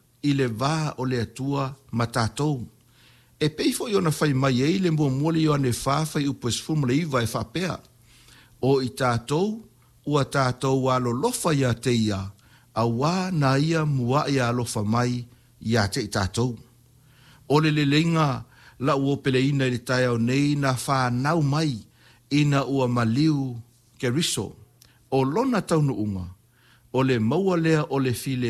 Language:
Samoan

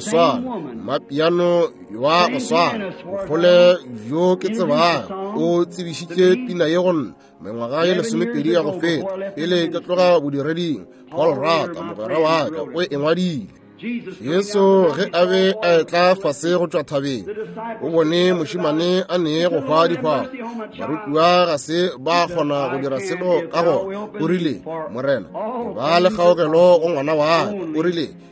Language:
Northern Sotho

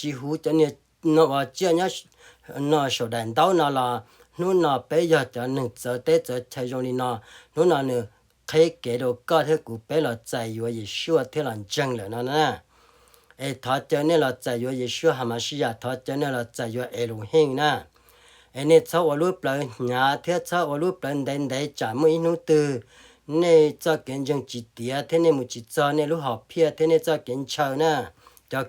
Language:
Hmong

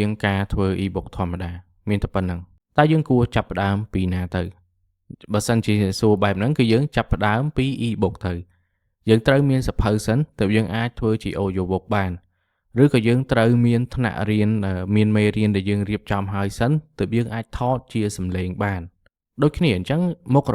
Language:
Khmer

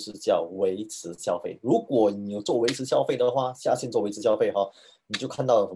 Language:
Chinese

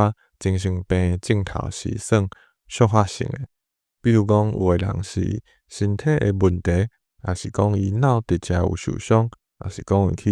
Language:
Min Nan Chinese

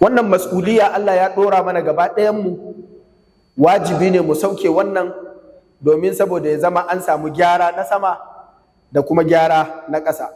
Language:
Hausa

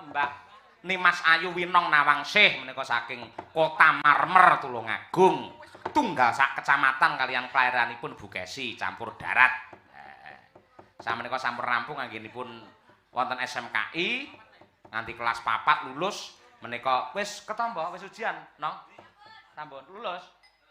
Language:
Javanese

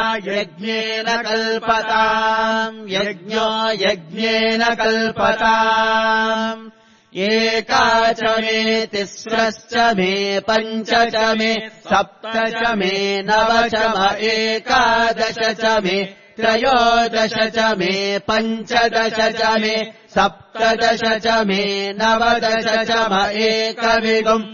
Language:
Sanskrit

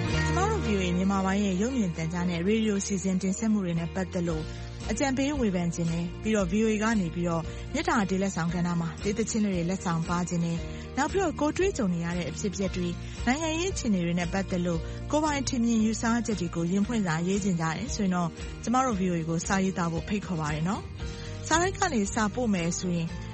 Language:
Burmese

